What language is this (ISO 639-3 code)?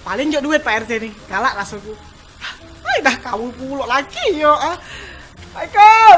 mui